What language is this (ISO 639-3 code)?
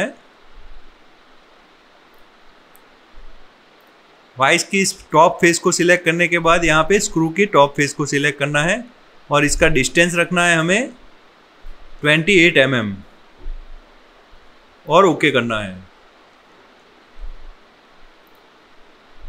hin